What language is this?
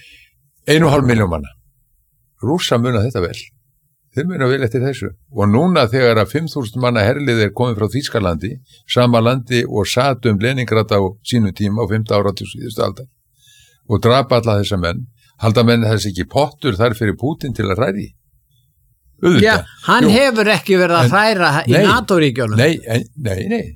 Icelandic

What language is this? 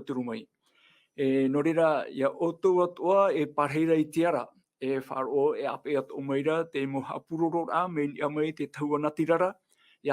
Tahitian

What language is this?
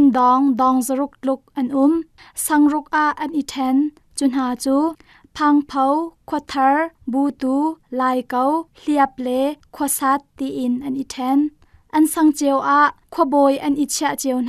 Hakha Chin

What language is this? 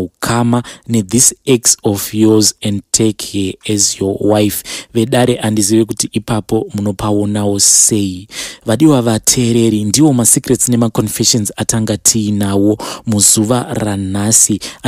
Shona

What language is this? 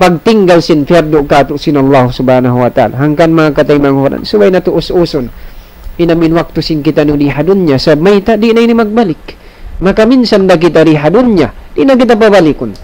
Tausug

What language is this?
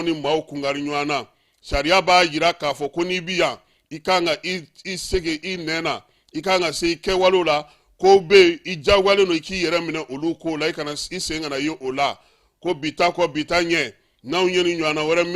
Bambara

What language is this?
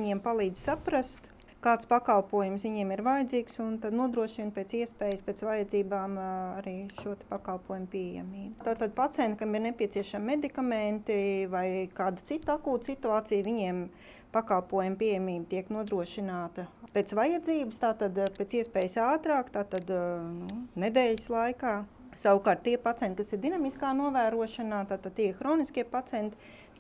Latvian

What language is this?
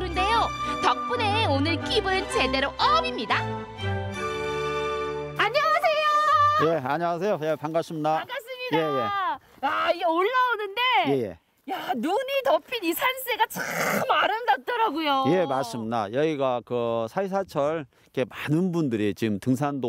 Korean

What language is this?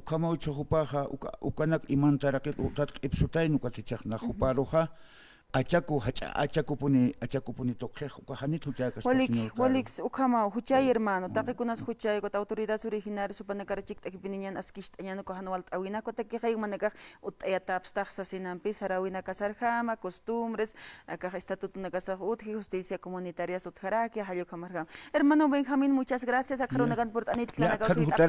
Aymara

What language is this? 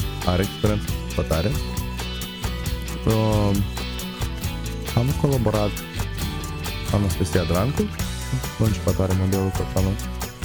Romanian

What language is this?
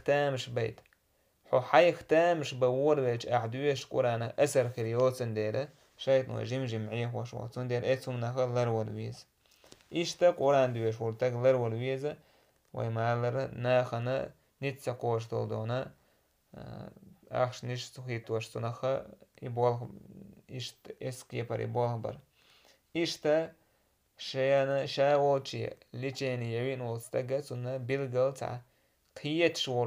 Chechen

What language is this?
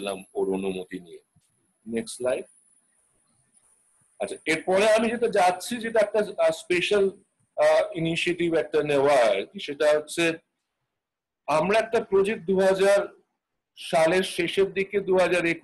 Bangla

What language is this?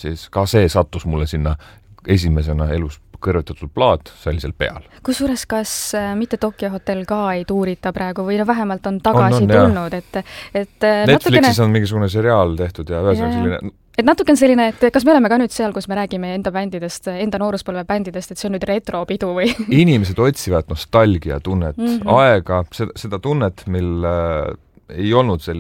Estonian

